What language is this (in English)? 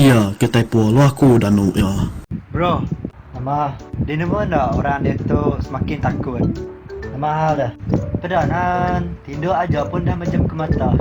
Iban